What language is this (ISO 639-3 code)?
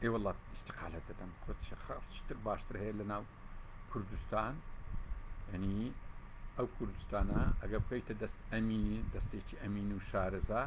ckb